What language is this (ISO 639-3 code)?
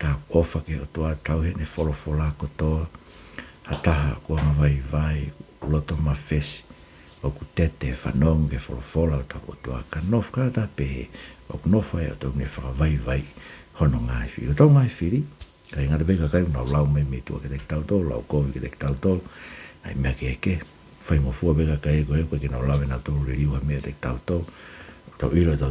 ton